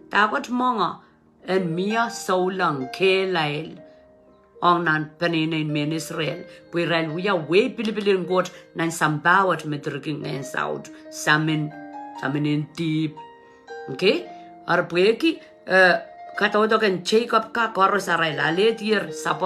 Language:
Pohnpeian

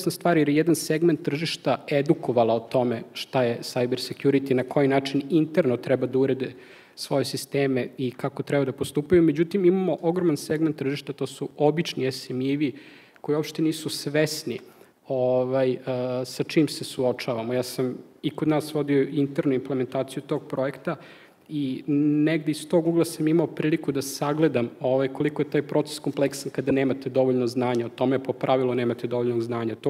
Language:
Serbian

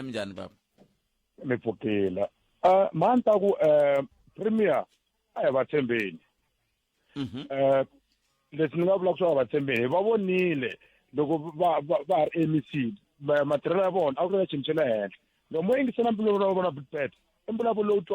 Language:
Tsonga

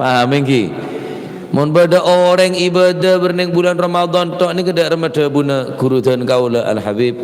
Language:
Madurese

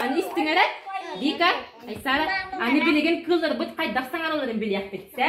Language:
Yakut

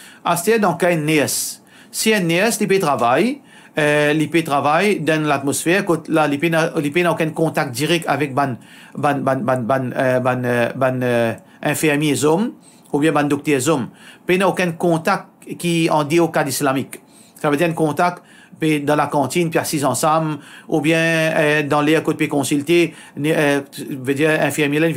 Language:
Morisyen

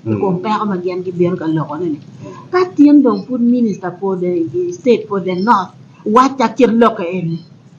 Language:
Acoli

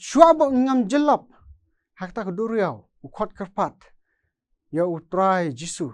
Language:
Khasi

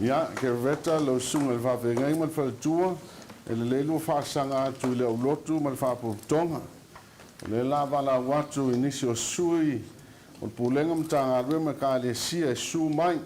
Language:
Samoan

